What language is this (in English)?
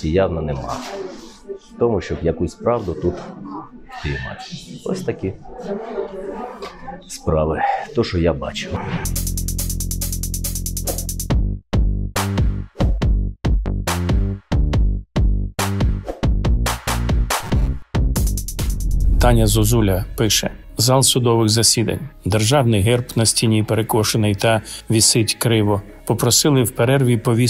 Ukrainian